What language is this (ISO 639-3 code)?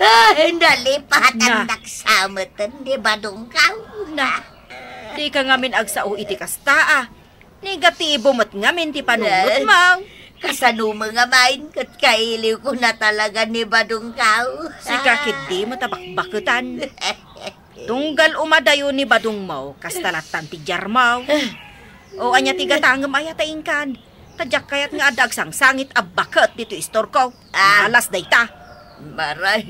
ilo